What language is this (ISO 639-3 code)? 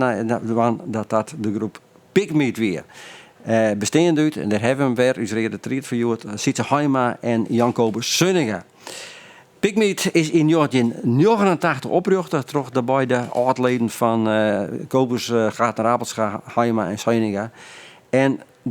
fry